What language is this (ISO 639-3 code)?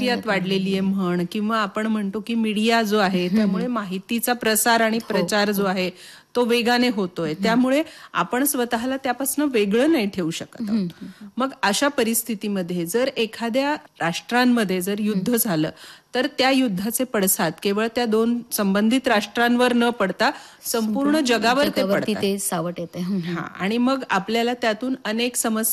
mar